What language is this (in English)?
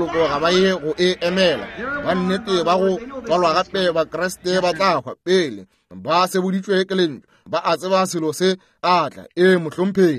Northern Sotho